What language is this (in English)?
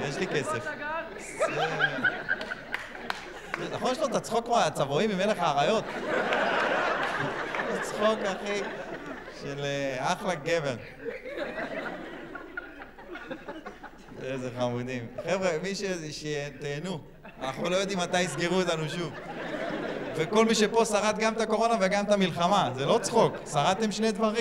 Hebrew